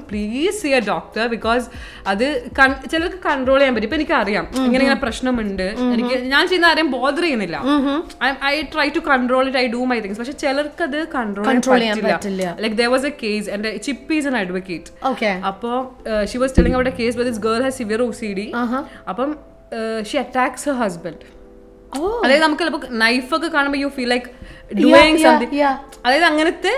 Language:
Malayalam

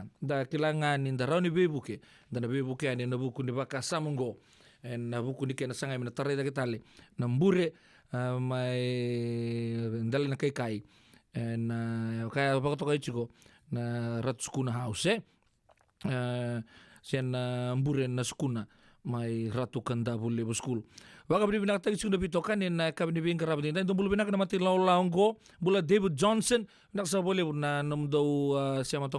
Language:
Fijian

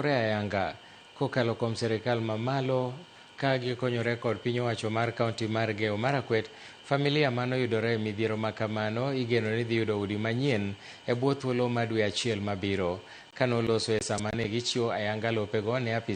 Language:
Luo (Kenya and Tanzania)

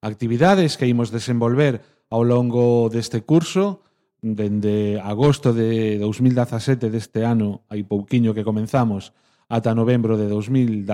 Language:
Galician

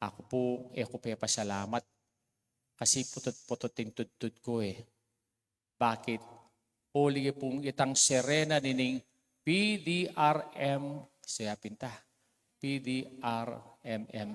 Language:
Pampanga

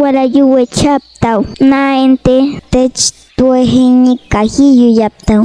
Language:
Páez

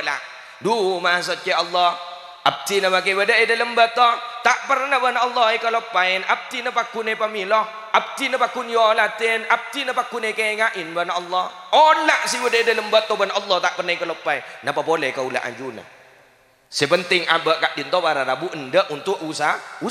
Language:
Madurese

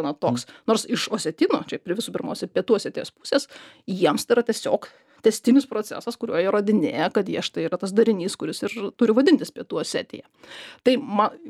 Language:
Lithuanian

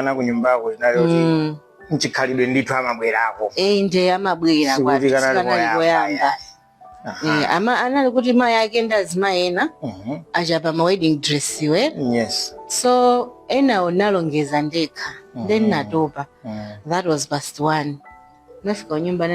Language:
Nyanja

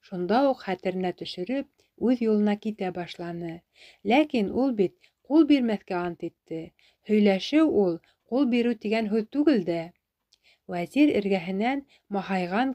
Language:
Bashkir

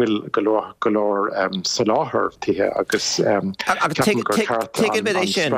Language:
Irish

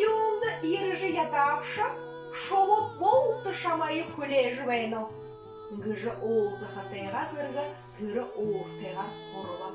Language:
Buriat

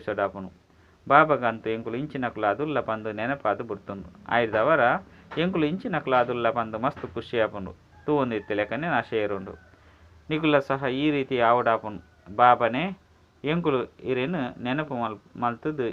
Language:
Tulu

